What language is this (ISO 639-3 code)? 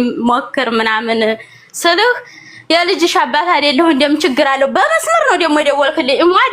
amh